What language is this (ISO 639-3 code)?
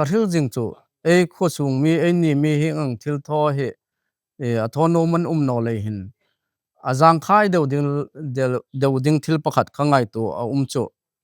hmr